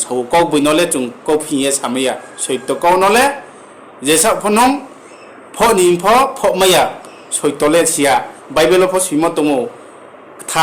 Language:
Riang (India)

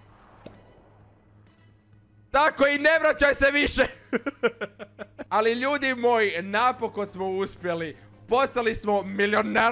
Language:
Croatian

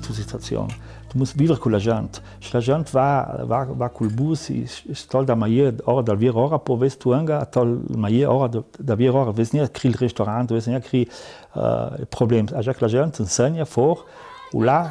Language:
Ladin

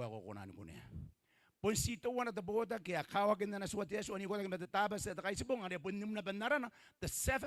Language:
Gilbertese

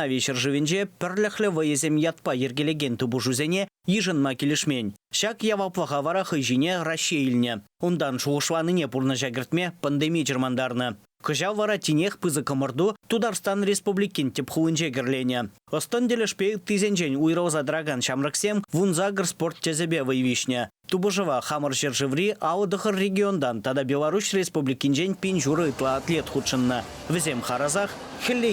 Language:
Chuvash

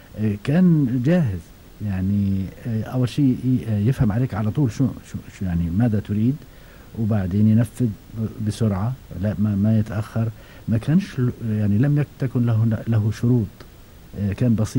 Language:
Gulf Arabic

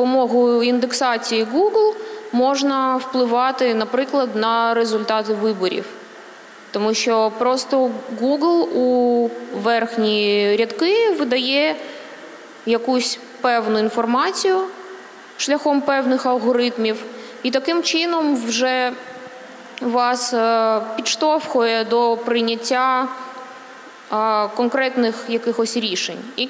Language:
Ukrainian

